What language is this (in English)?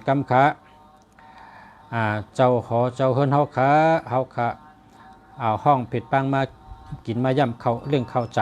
Shan